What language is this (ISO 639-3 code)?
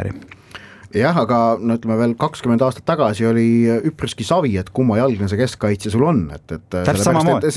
est